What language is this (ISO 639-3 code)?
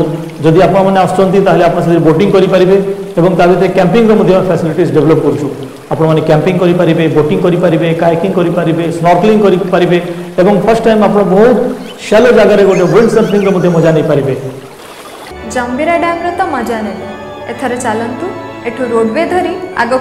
ori